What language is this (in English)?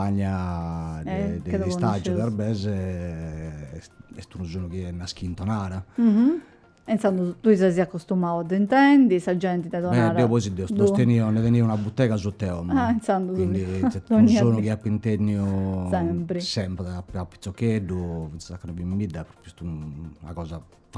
Sardinian